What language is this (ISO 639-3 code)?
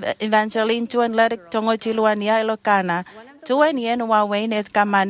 mah